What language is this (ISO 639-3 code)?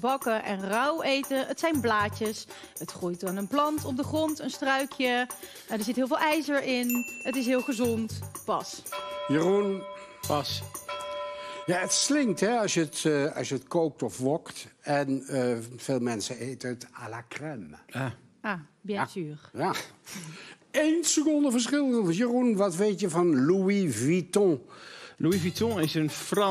nld